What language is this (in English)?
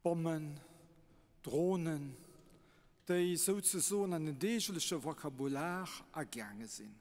Luxembourgish